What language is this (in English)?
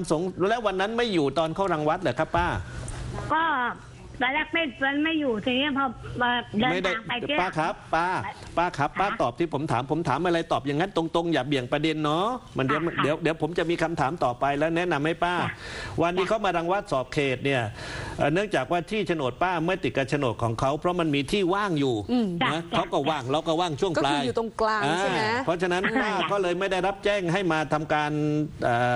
Thai